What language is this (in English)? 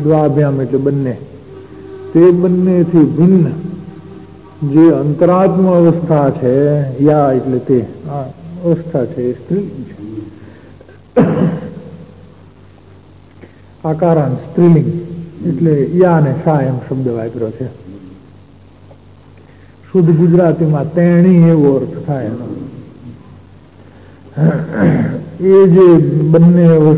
Gujarati